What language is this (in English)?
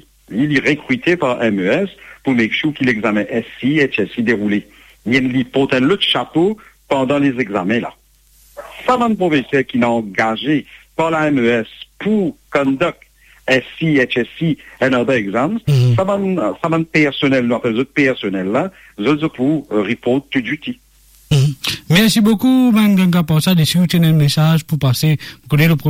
Morisyen